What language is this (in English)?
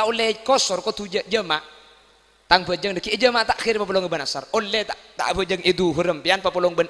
Madurese